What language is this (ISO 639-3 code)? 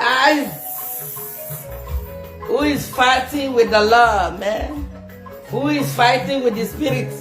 pcm